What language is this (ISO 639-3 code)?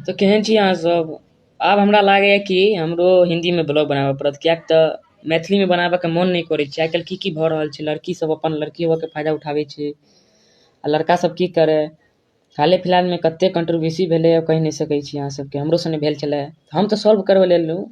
mai